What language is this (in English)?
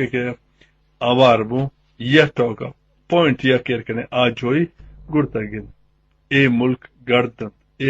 Baluchi